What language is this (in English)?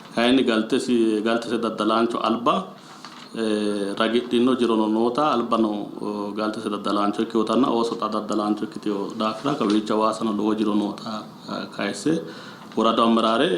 Sidamo